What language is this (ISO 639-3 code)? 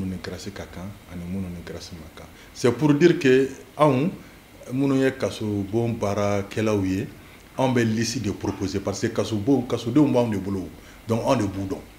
bam